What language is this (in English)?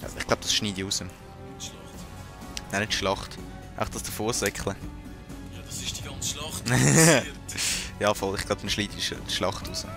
Swiss German